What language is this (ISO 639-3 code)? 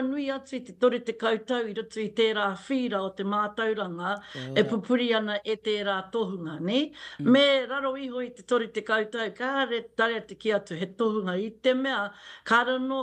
mri